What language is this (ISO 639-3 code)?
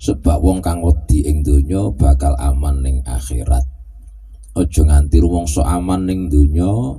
jav